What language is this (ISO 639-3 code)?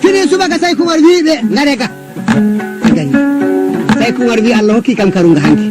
ful